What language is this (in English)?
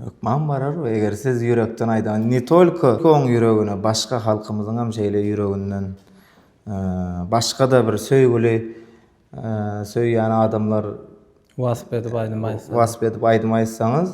Turkmen